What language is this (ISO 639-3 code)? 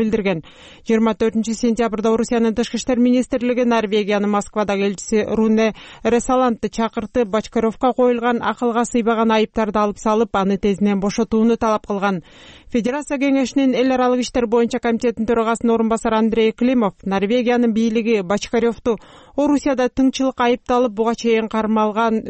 kir